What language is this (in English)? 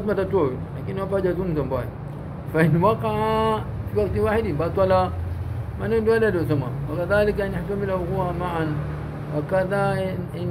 Swahili